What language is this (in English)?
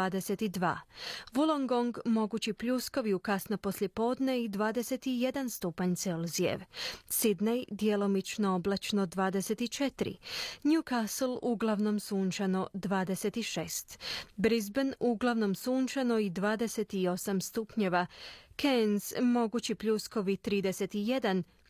Croatian